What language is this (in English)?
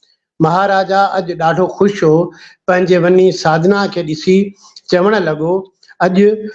Sindhi